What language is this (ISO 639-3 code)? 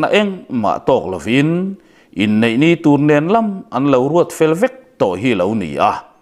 lus